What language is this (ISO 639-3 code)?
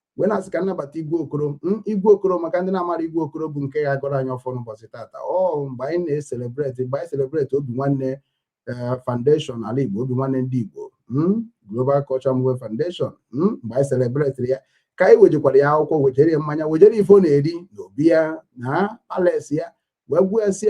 ibo